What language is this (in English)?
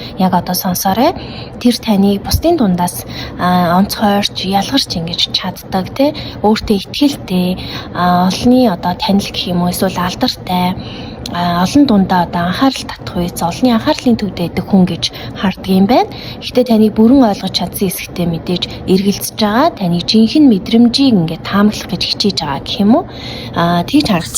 Mongolian